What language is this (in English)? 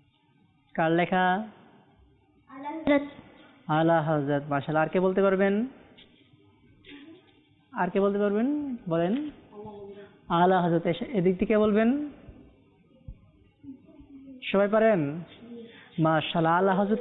Bangla